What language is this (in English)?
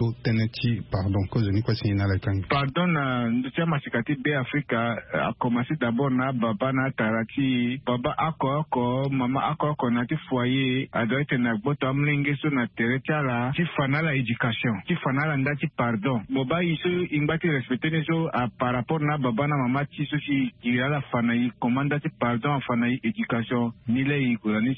Sango